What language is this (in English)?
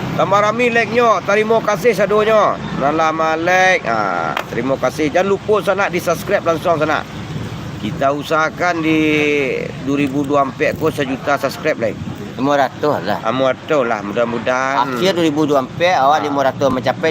Minangkabau